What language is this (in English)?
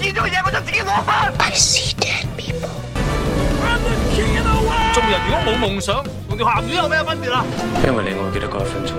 Cantonese